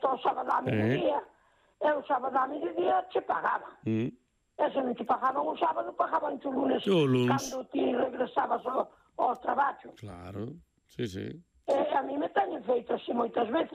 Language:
Galician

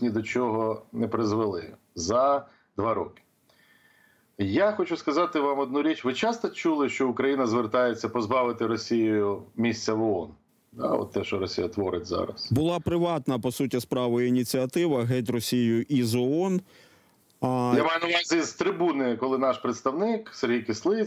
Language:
Ukrainian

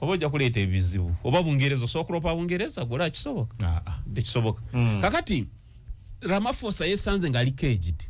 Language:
Ganda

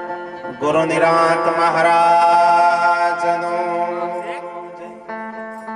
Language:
Gujarati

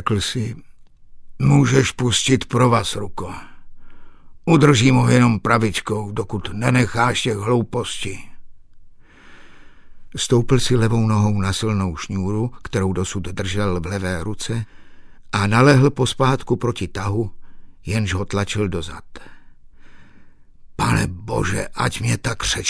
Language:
Czech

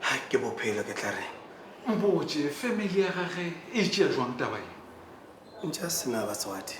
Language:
Northern Sotho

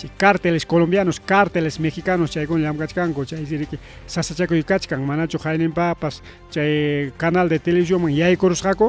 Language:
Ayacucho Quechua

